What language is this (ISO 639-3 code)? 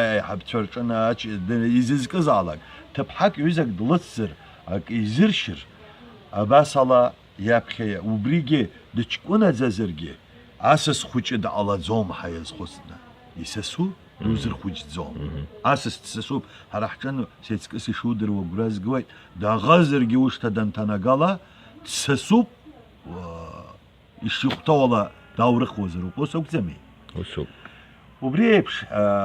abk